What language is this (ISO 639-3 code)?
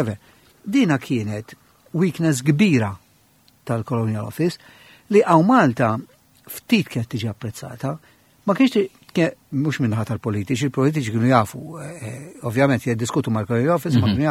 mlt